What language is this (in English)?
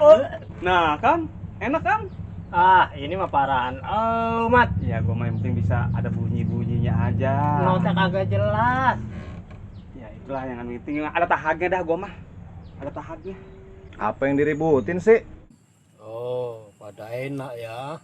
Betawi